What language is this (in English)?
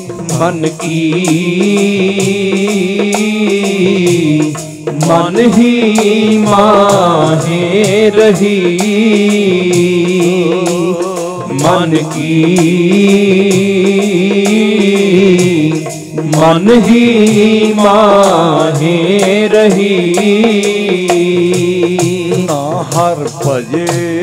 Punjabi